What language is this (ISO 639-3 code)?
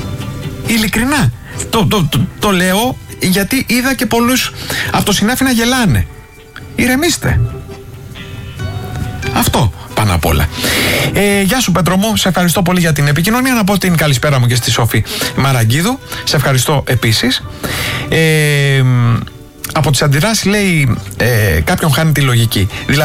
ell